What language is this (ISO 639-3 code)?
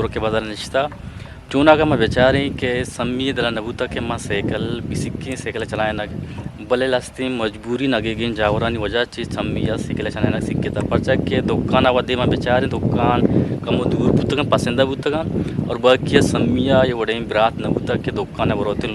bgp